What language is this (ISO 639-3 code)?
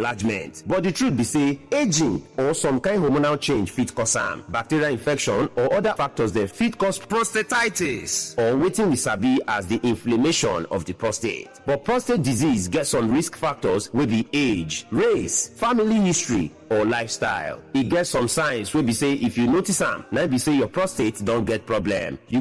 pcm